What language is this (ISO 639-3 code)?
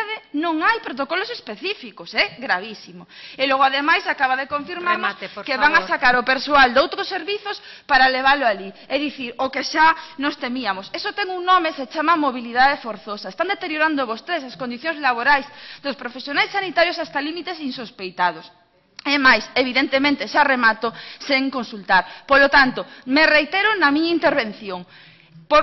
glg